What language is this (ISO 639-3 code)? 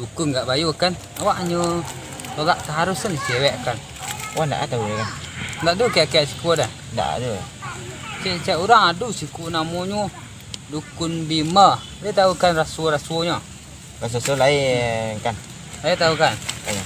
min